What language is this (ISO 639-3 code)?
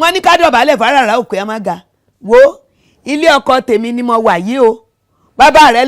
yor